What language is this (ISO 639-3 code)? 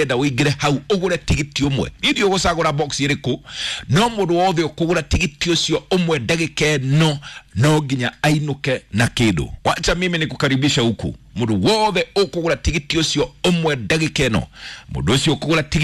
kik